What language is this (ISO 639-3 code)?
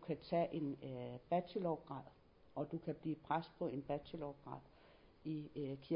dan